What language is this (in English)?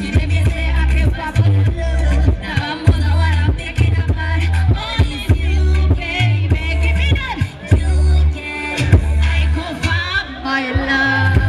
Nyankole